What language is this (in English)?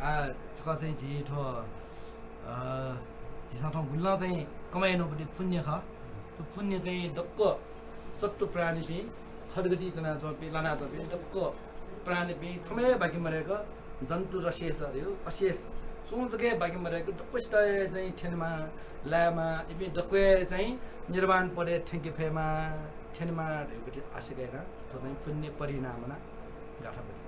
Newari